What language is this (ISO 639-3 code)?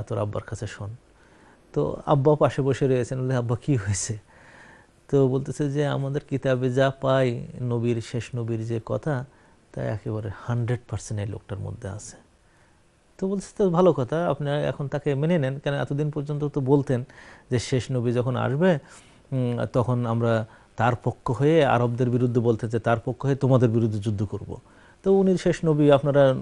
ben